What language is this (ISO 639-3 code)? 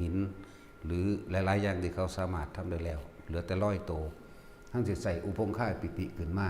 lao